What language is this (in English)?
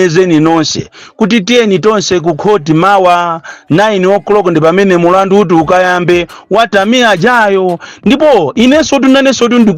Nyanja